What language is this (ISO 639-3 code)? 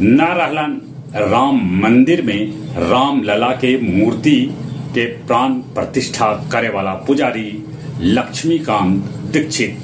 mag